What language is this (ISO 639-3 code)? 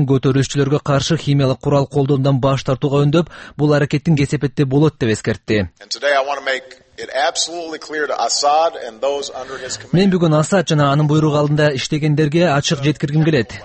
kir